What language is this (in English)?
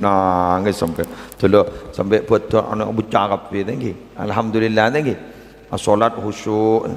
Madurese